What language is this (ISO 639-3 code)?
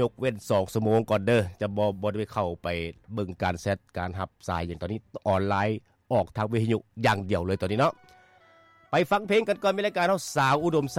lao